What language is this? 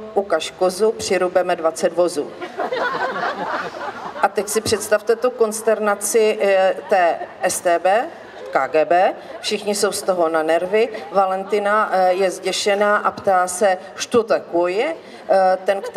Czech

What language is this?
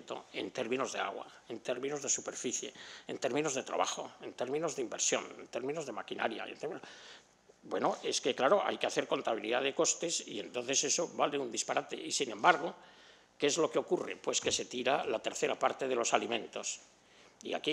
Spanish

